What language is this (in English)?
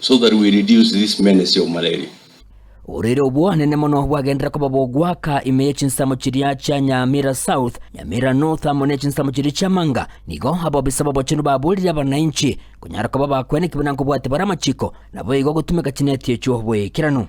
Gusii